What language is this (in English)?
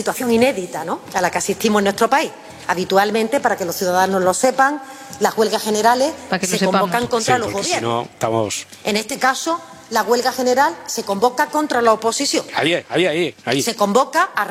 Spanish